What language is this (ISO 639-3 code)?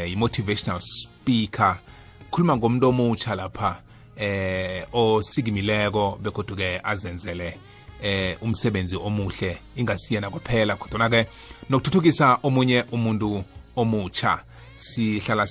nbl